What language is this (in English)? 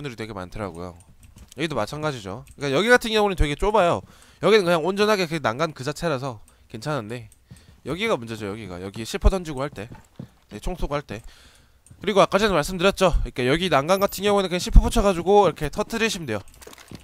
Korean